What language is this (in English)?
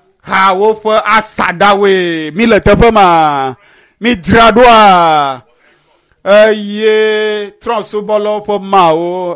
Ewe